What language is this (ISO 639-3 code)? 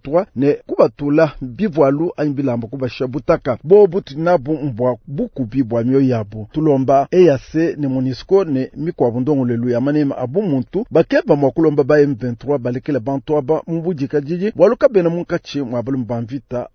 lua